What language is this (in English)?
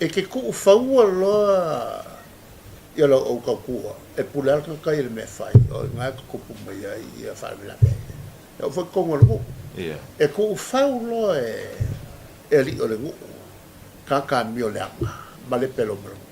Samoan